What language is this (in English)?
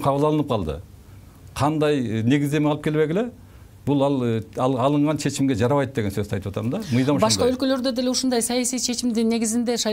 Kyrgyz